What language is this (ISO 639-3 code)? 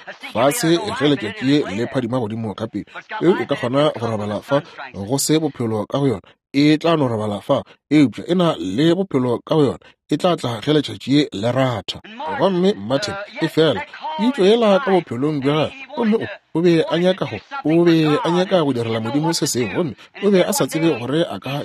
nso